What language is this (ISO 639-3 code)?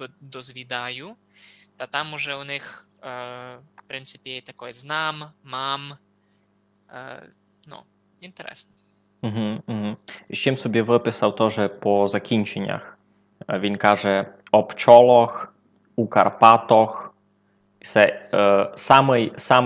rue